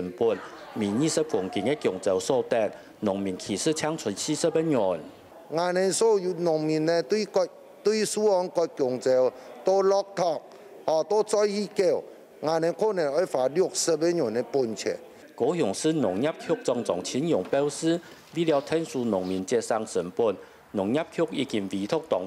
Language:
Hakka Chinese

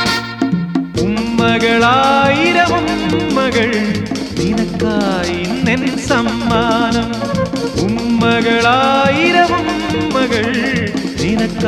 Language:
Malayalam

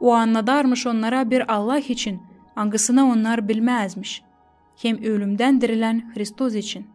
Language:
Gagauz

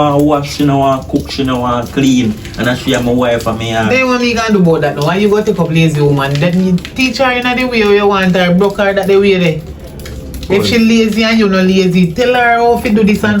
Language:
Jamaican Creole English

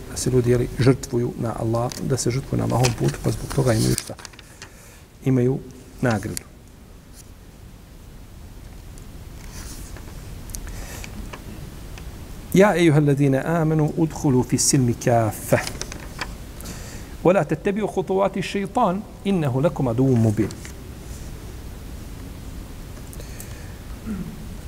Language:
Bosnian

